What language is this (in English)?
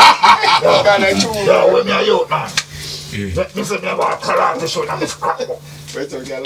Jamaican Creole English